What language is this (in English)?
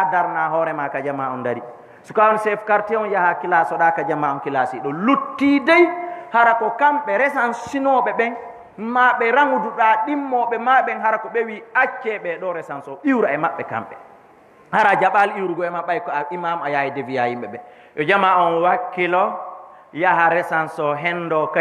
Fula